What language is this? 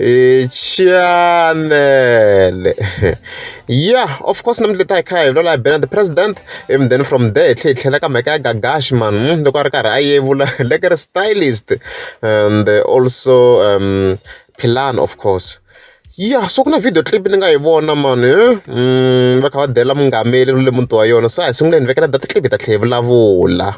Tsonga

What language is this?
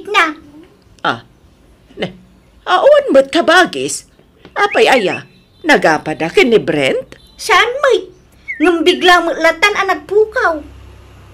Iloko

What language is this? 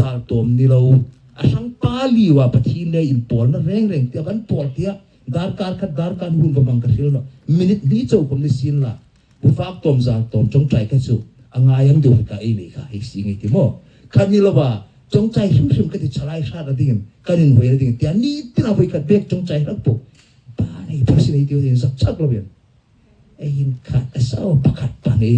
Hmar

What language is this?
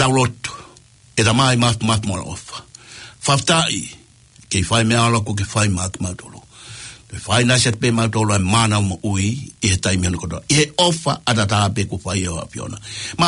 Tongan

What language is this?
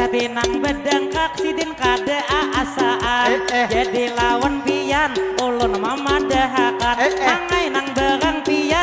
Banjar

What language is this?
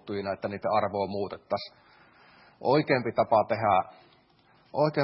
Finnish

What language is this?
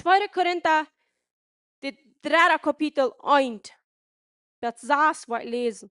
Plautdietsch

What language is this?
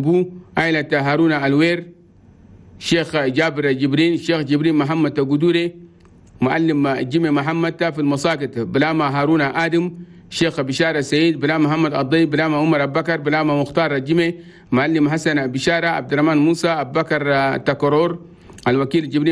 Chadian Arabic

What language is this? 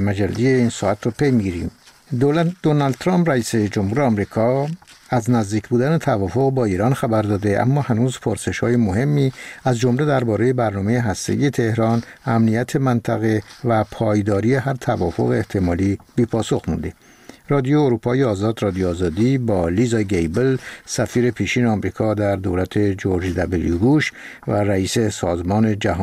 Persian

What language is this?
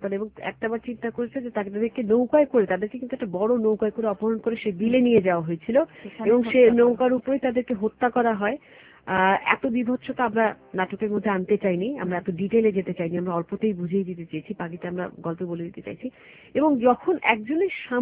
Bangla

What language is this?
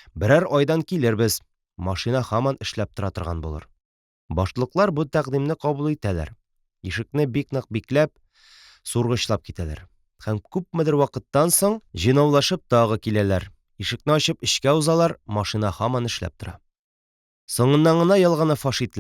Tatar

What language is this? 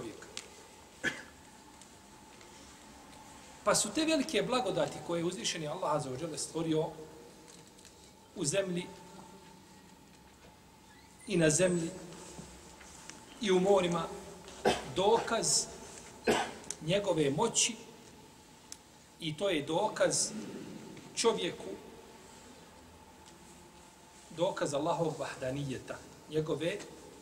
Bosnian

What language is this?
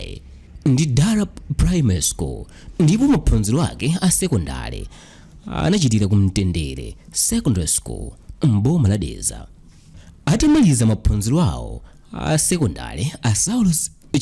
Nyanja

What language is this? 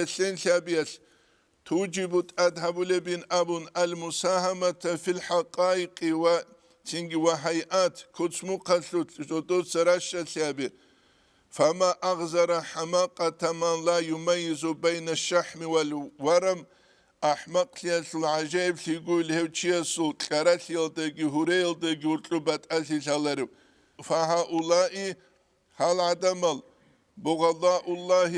Avaric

